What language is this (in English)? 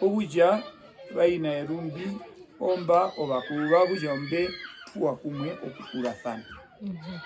Herero